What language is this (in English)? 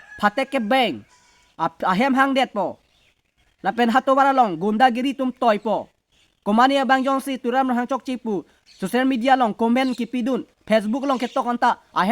Karbi